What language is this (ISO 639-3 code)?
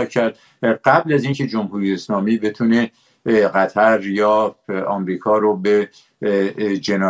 fas